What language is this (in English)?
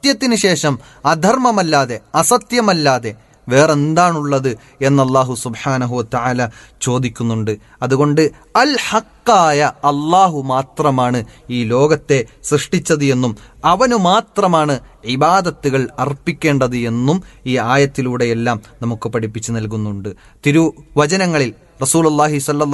Malayalam